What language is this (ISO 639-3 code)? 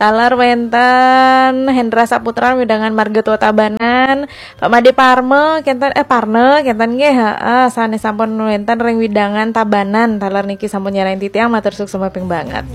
ban